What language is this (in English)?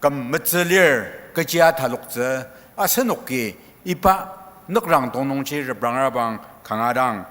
Ao Naga